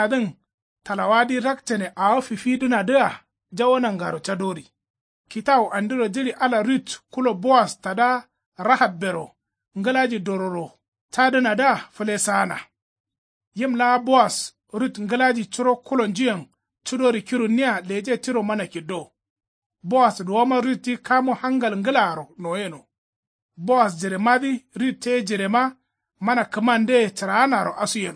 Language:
Kanuri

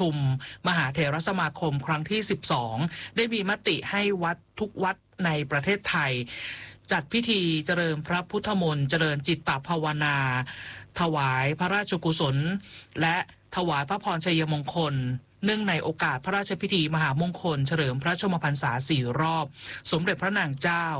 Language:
Thai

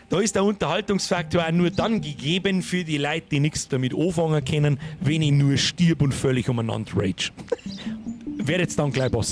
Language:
Bavarian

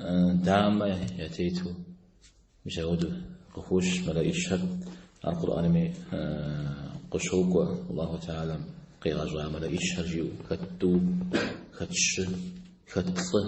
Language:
Kabardian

